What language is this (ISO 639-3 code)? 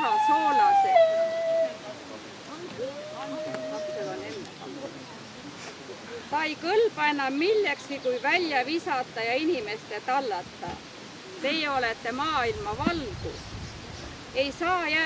est